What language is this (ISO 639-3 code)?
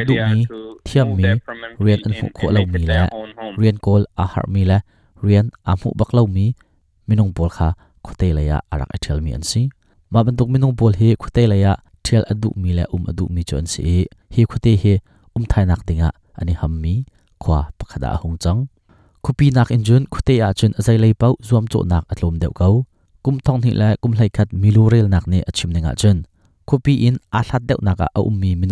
cnh